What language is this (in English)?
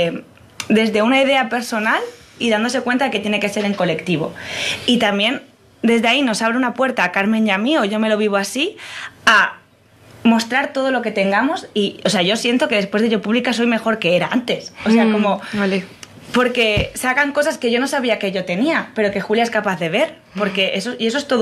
Spanish